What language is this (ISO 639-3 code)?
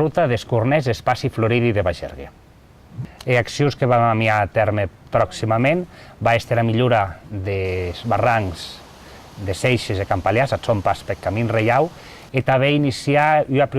oci